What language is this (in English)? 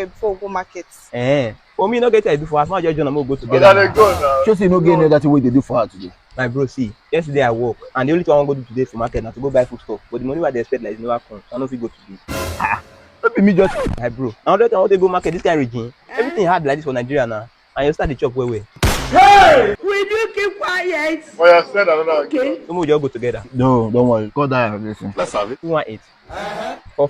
Nigerian Pidgin